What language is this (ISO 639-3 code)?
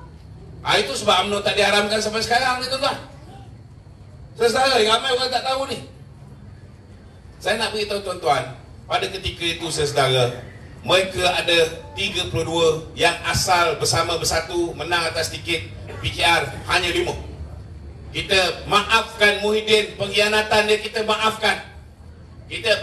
msa